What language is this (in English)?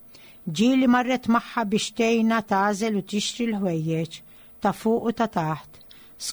Maltese